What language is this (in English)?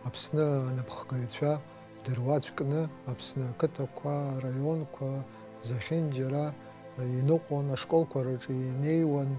Abkhazian